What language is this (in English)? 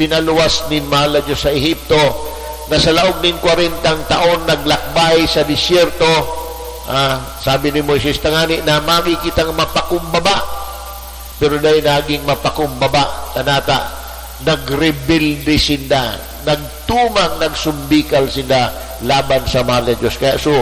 Bikol